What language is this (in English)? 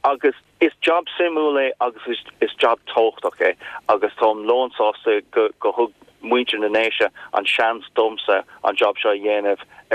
Irish